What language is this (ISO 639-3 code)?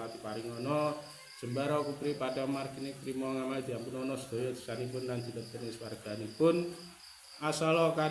jav